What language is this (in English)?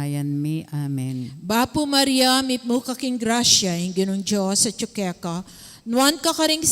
Pampanga